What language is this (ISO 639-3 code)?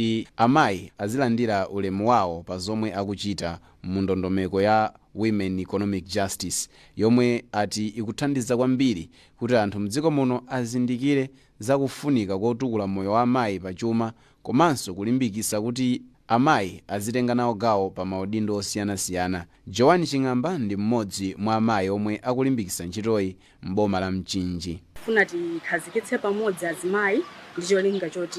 nya